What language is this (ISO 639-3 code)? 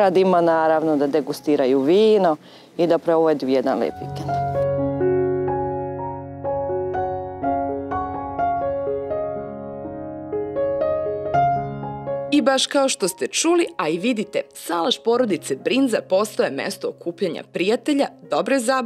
srp